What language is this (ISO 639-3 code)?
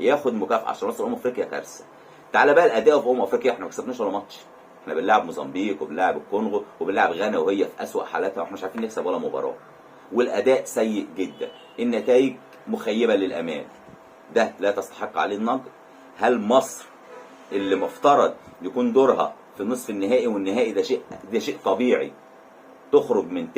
arz